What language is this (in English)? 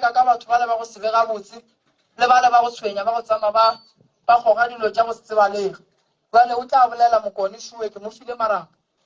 Northern Sotho